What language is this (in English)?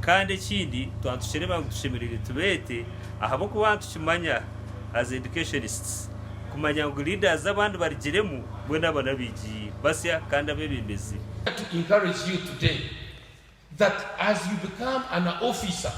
Nyankole